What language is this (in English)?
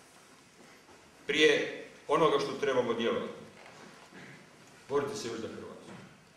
Croatian